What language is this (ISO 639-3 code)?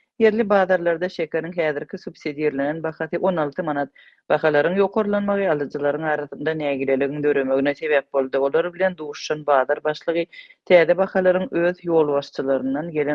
tuk